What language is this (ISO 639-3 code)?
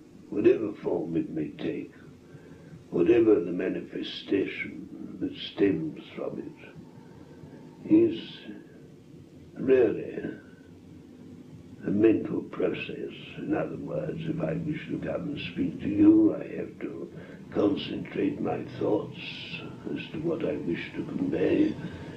eng